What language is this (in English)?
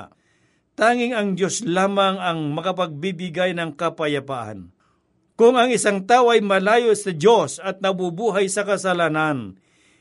Filipino